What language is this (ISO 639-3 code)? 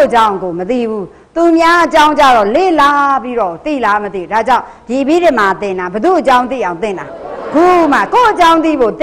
mya